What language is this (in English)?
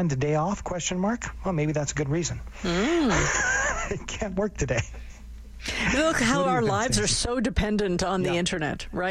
English